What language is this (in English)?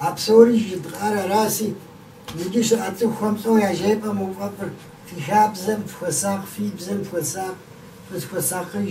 Kabardian